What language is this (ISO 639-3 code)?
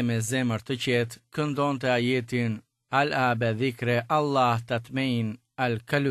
sqi